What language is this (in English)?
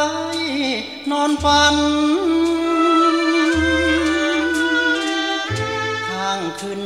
Thai